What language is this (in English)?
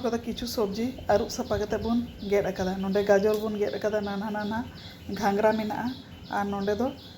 Santali